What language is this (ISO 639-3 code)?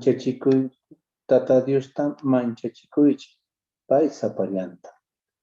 que